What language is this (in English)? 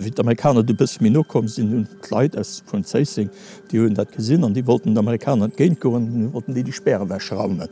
Luxembourgish